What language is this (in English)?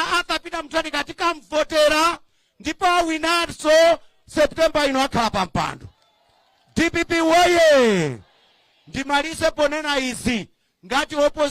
Nyanja